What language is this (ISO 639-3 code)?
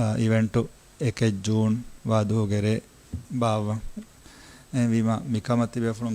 div